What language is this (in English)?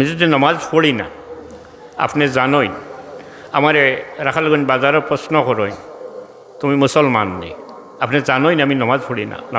Sylheti